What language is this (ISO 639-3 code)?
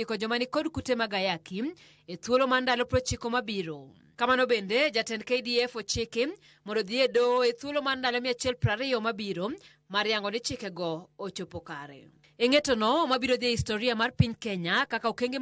luo